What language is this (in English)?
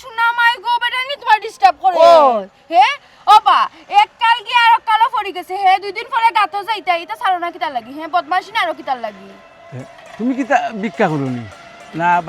Sylheti